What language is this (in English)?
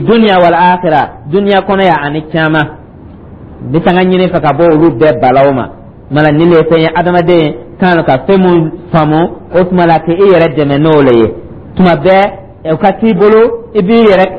Dyula